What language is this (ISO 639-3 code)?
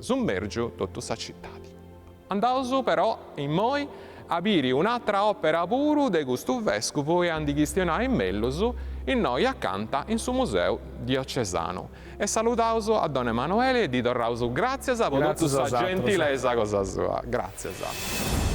srd